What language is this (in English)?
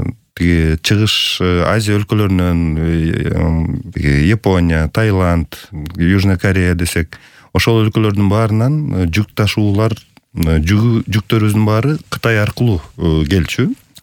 Kyrgyz